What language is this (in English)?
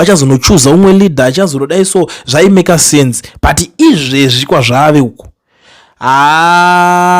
Shona